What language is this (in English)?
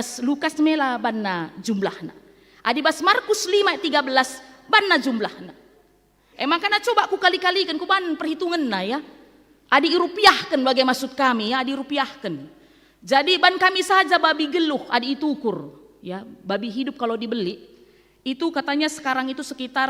Batak Karo